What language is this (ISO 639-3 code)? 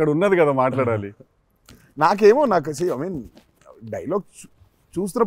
tel